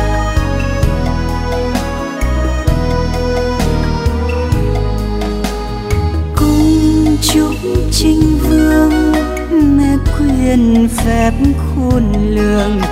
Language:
Vietnamese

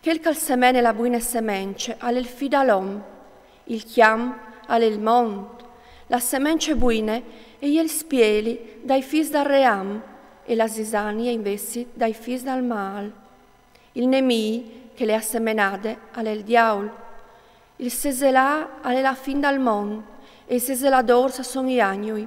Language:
Friulian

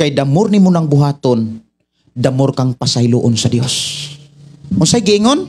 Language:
Cebuano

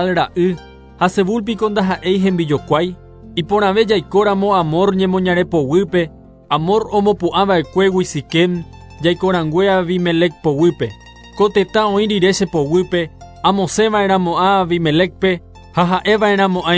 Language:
Guarani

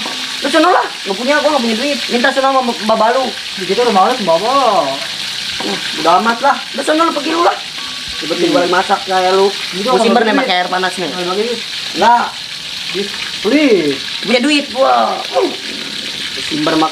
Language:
Betawi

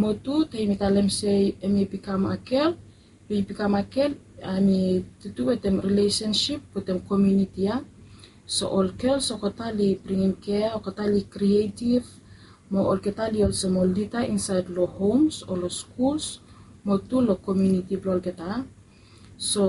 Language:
Bislama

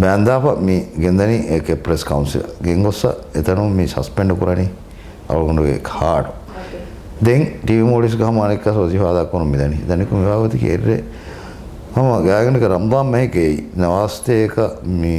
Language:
Divehi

